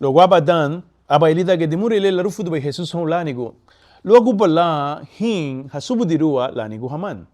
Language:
Garifuna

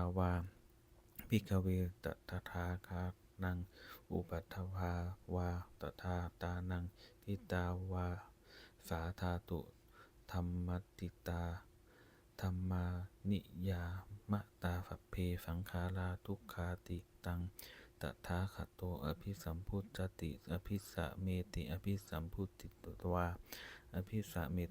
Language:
Pali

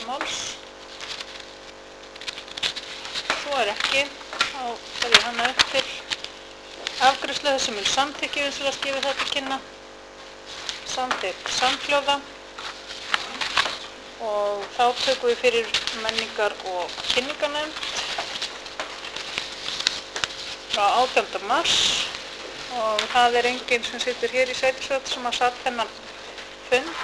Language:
Icelandic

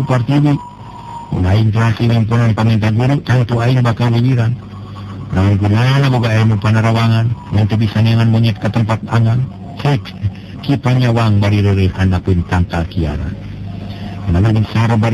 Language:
Sundanese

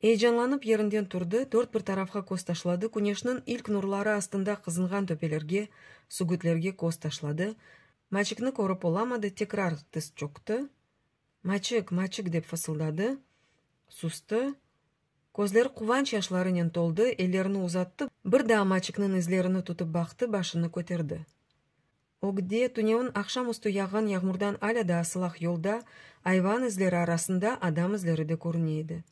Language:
Crimean Tatar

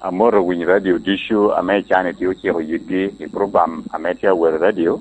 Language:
Lango (Uganda)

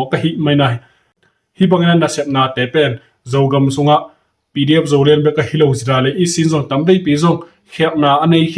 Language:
Tedim Chin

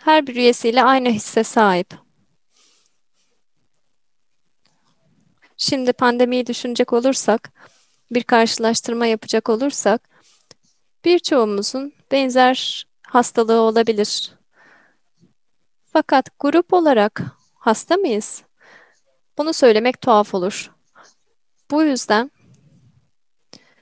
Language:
Turkish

